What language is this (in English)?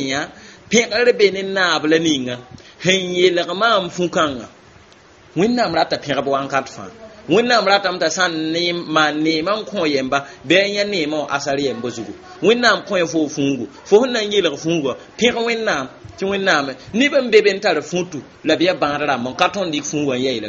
Mossi